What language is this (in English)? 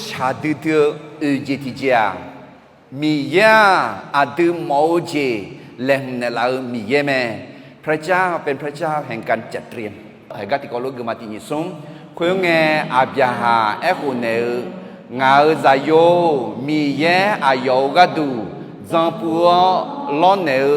Akha